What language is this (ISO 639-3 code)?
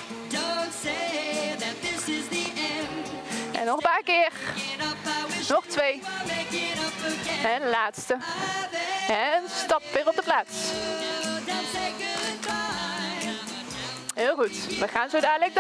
nld